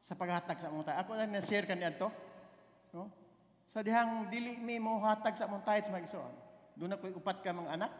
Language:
Cebuano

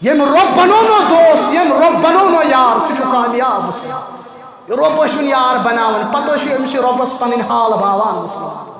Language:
Kashmiri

